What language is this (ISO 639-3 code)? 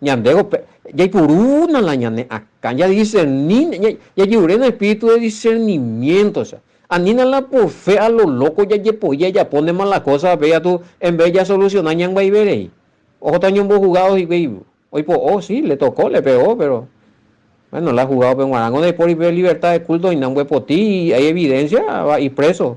grn